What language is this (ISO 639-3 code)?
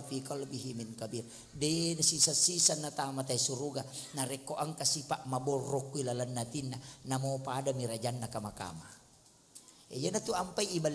bug